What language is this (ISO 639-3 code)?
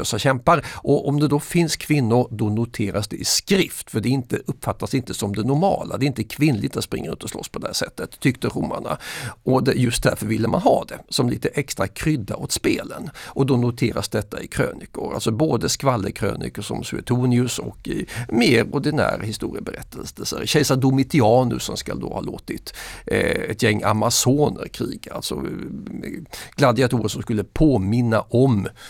swe